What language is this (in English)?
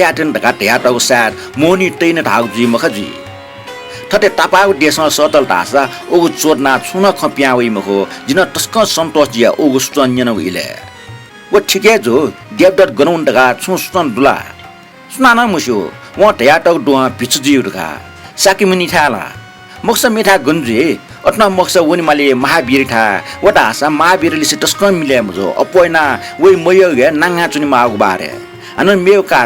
Newari